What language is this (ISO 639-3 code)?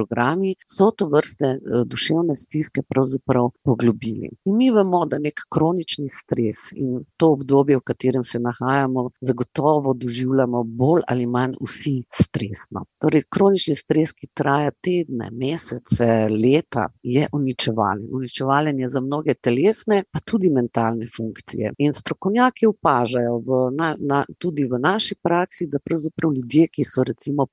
slv